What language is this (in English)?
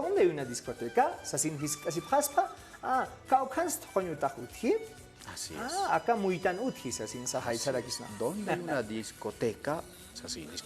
Aymara